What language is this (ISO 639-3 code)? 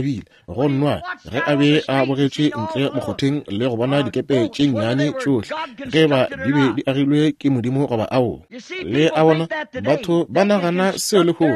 nso